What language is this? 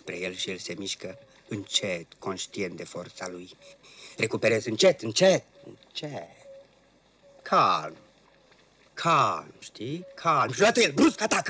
Romanian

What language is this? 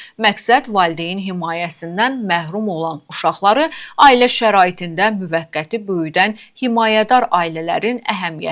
Azerbaijani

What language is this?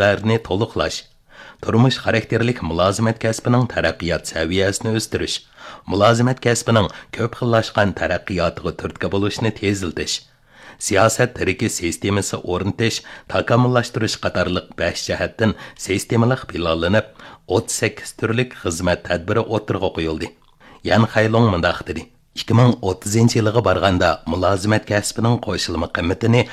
Uyghur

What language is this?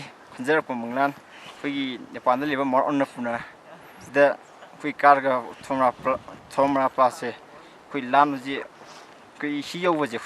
Manipuri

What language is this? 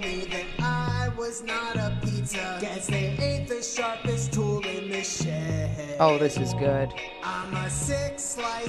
English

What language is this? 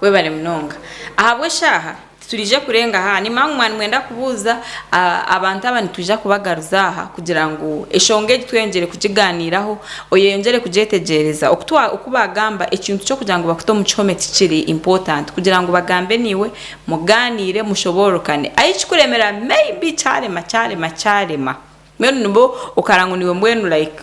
Nyankole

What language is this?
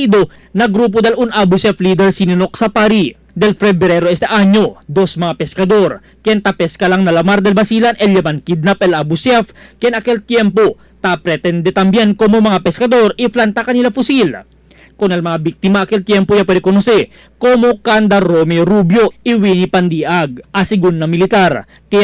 Chavacano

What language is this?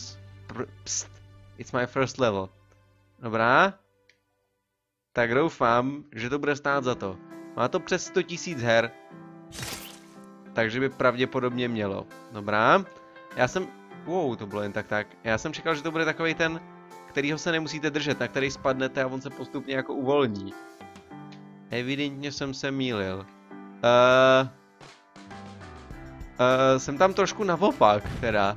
Czech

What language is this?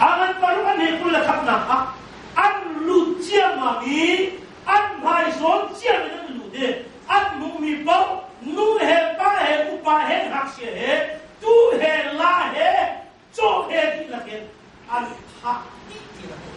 Hakha Chin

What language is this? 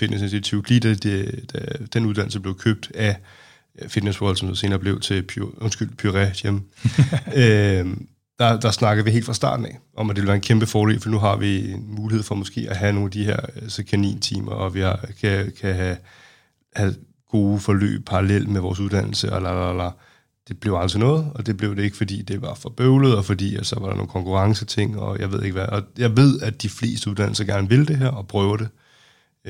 Danish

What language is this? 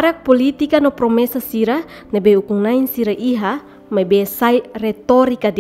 Tetum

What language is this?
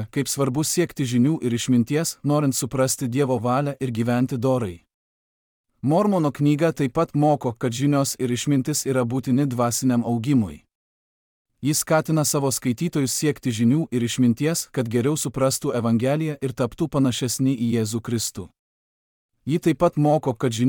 Lithuanian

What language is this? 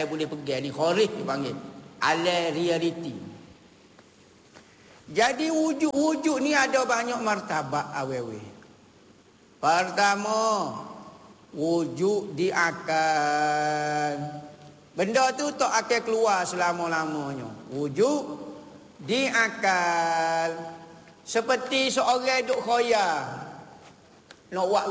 Malay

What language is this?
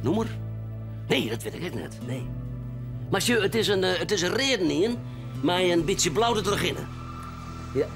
Western Frisian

